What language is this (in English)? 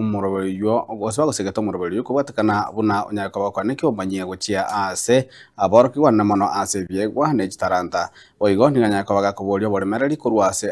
Gusii